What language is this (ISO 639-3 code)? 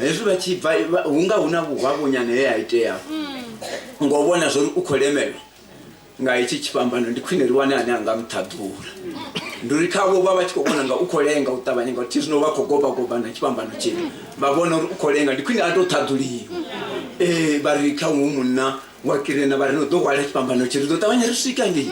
ven